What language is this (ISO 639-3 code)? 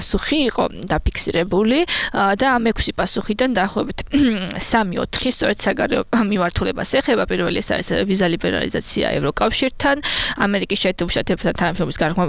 kat